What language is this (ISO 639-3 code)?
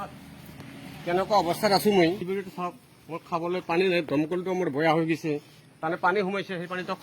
asm